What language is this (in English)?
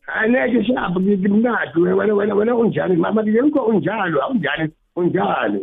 South Ndebele